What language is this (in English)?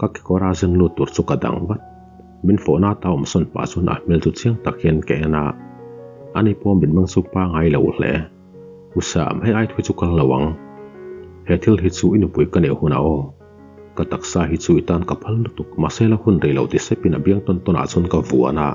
Mizo